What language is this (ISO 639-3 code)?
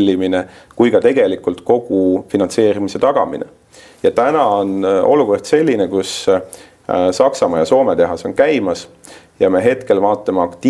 est